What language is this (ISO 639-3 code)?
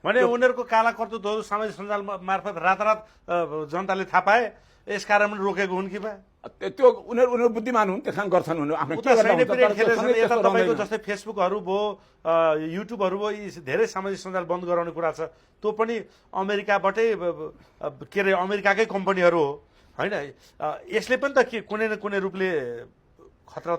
nep